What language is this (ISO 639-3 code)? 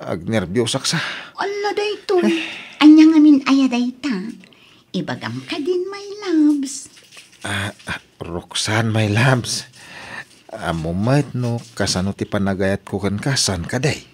ilo